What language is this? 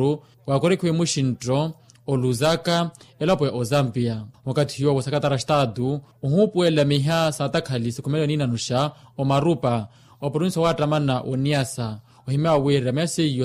Makhuwa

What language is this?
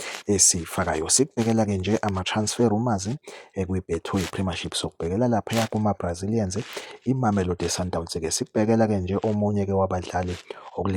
Zulu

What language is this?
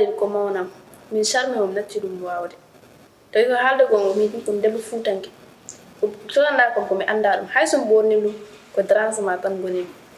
Fula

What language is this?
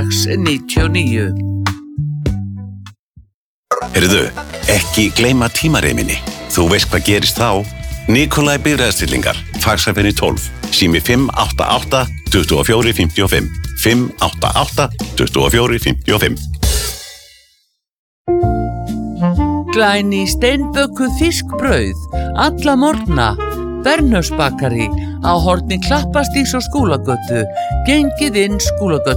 Icelandic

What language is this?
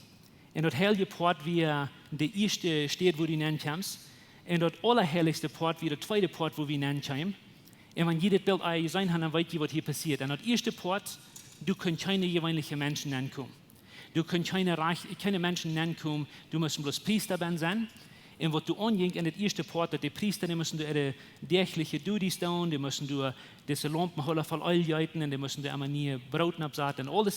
Plautdietsch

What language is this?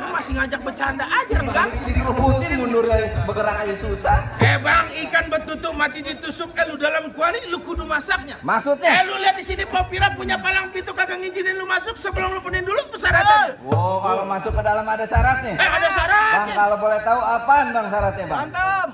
Betawi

